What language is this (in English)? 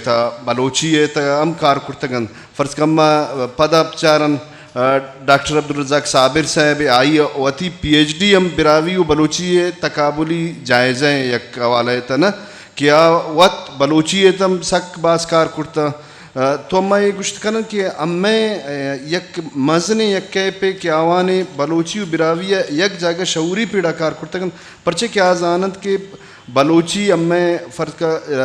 Eastern Balochi